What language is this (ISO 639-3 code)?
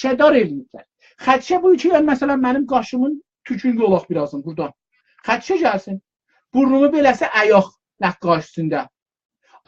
azb